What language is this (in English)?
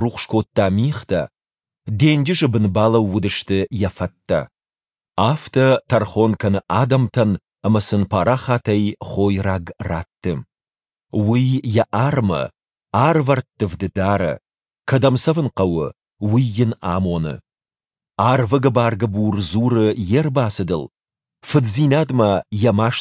Ossetic